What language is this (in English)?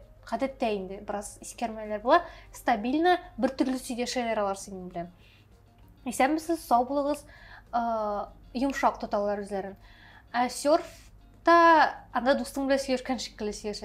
Tatar